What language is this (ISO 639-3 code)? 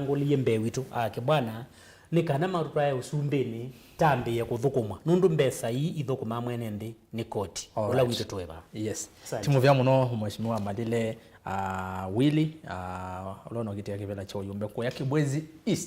kam